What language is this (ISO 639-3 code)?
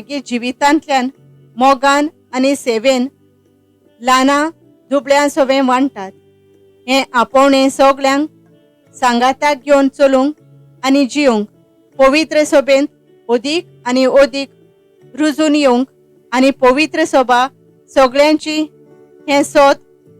kok